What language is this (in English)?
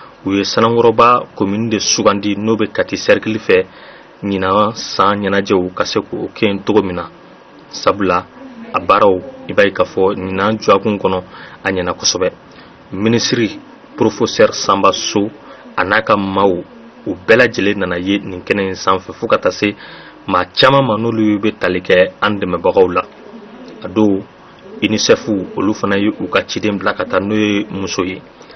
Bambara